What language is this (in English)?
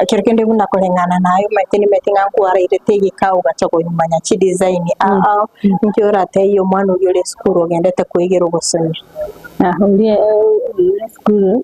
Gusii